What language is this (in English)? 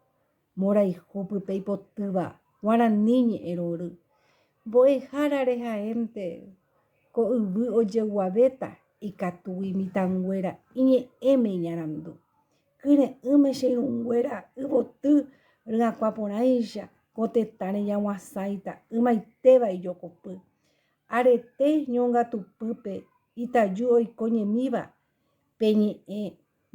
Guarani